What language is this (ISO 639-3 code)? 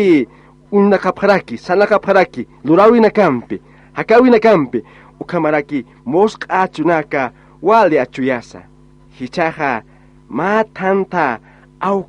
aym